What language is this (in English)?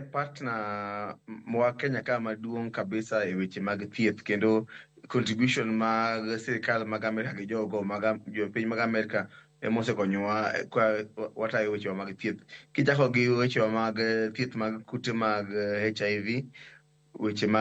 Luo (Kenya and Tanzania)